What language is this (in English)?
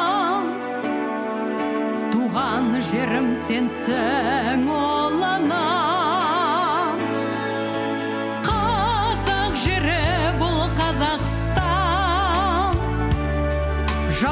Kazakh